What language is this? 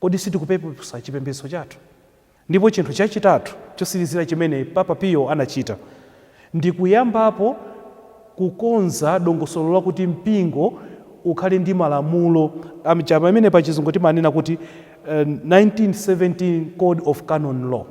Nyanja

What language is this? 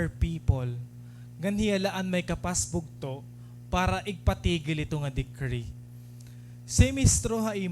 Waray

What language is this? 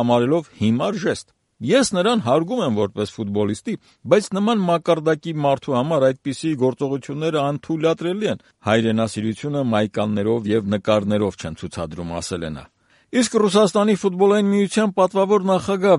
Armenian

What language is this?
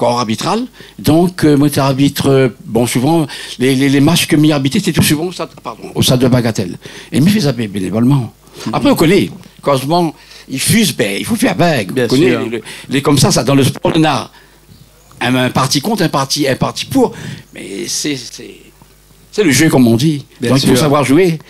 Réunion Creole French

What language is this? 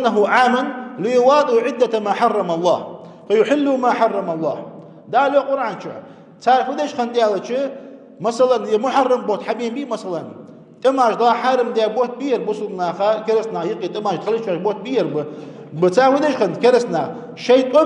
Ingush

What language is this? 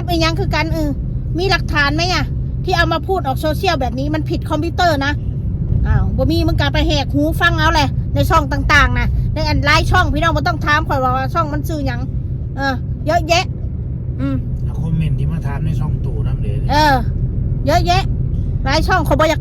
Northeastern Thai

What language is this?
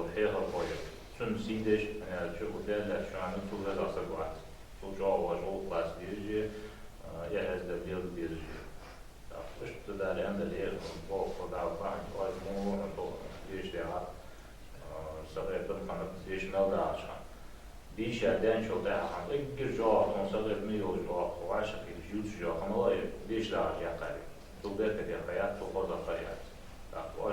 Ingush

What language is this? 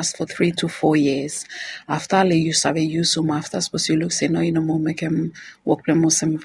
Bislama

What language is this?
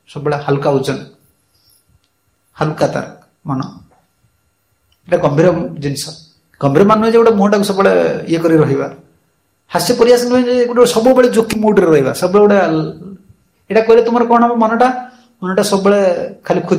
Odia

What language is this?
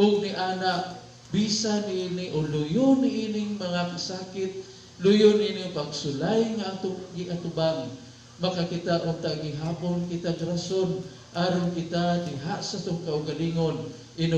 Cebuano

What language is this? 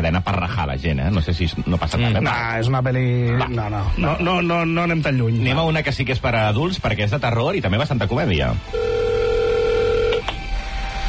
Catalan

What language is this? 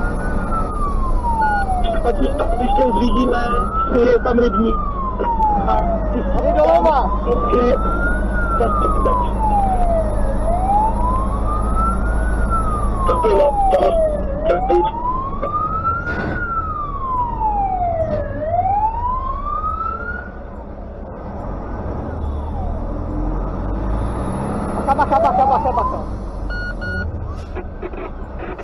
Czech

